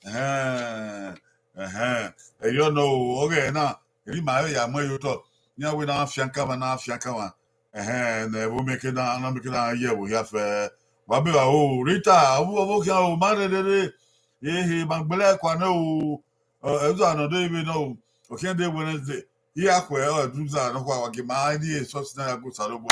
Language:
Bini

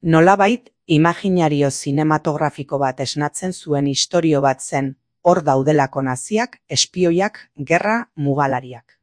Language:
Basque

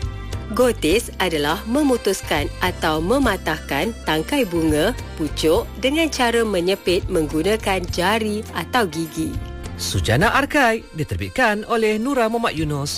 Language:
Malay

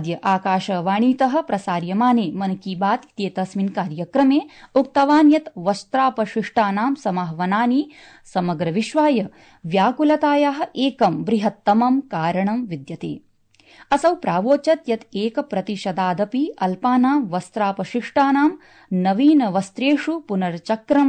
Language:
Sanskrit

